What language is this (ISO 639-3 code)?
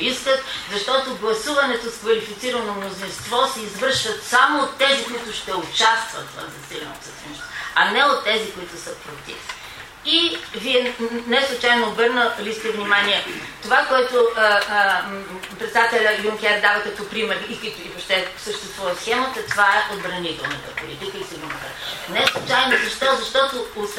bul